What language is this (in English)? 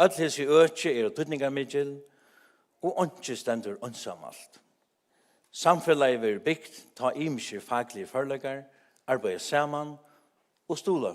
Faroese